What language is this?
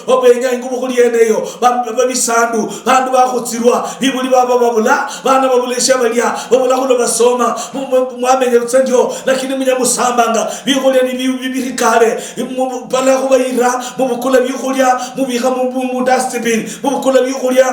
Luyia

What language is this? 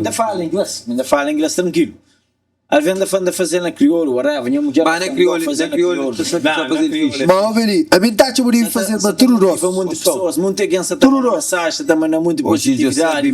Kabuverdianu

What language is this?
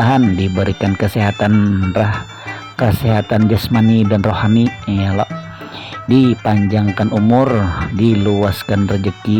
Banjar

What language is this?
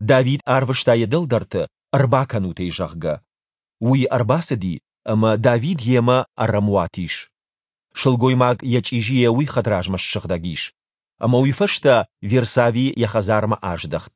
Ossetic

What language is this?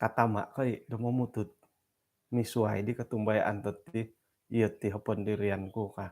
Central Dusun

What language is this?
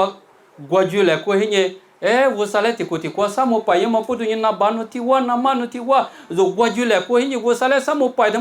Lisu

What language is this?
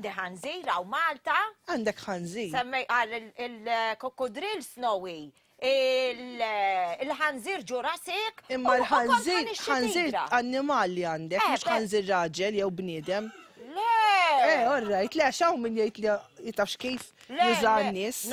Maltese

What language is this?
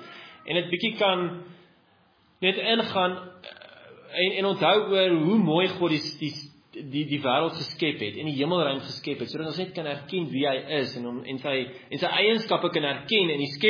Afrikaans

